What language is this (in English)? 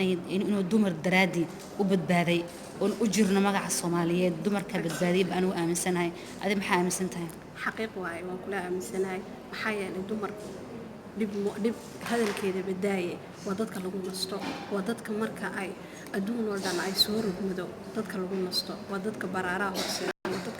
Somali